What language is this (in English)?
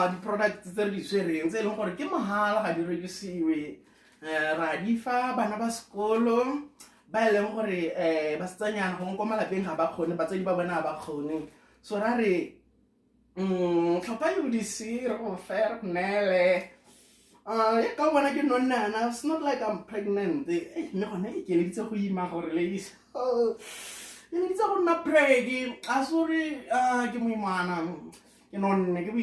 Tswana